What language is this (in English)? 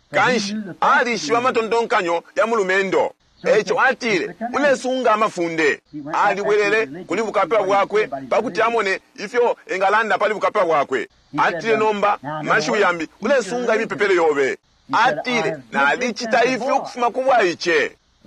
Bemba